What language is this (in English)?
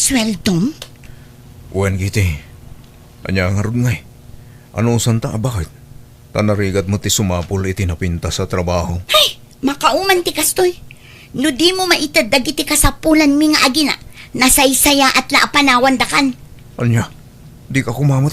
Iloko